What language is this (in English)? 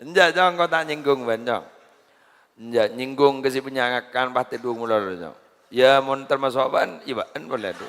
Madurese